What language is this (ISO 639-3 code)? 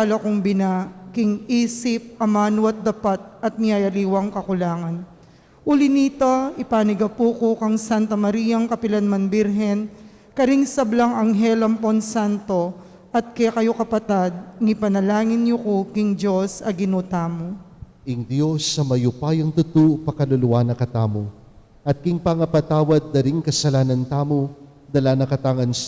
pam